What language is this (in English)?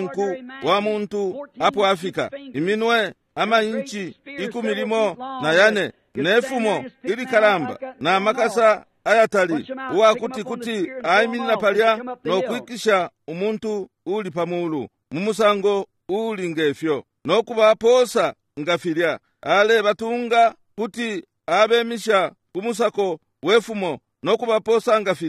Bemba